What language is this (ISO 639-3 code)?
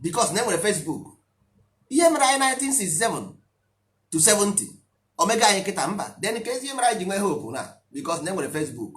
ibo